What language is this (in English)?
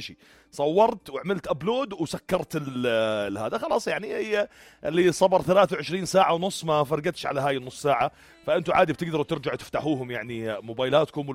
North Levantine Arabic